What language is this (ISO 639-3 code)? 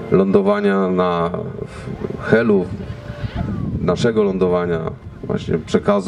pol